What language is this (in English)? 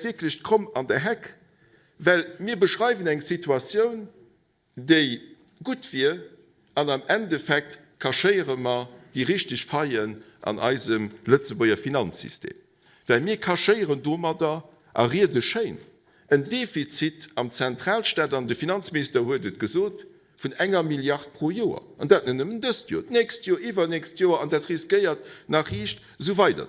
Luxembourgish